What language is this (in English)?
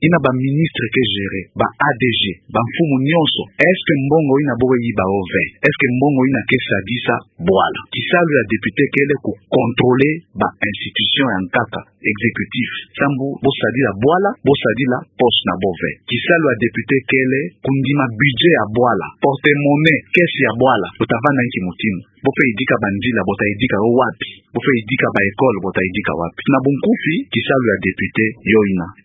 Kituba (Democratic Republic of Congo)